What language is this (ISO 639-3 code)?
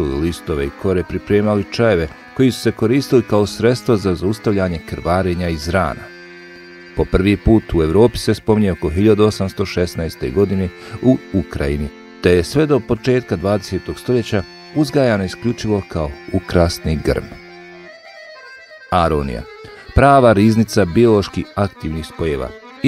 bos